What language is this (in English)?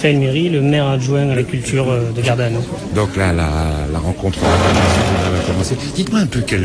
French